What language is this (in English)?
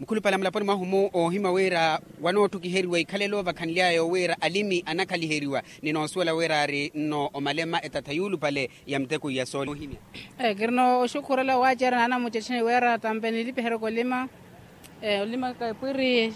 Makhuwa